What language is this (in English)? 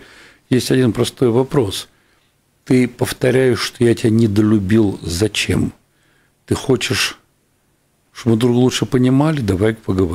Russian